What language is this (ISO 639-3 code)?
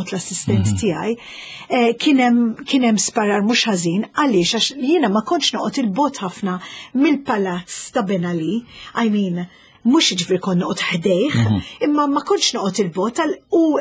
mlt